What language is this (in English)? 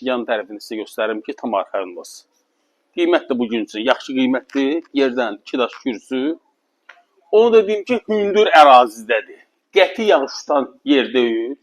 Azerbaijani